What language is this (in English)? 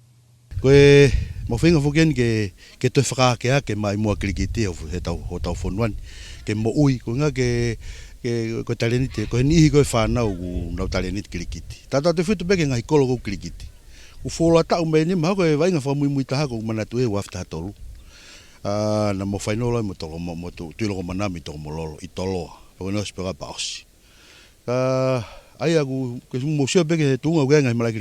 Tongan